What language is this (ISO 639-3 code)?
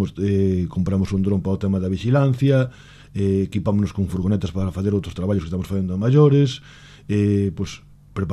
glg